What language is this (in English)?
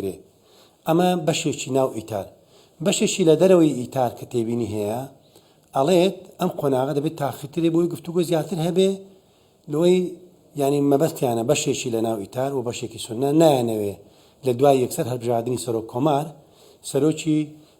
Central Kurdish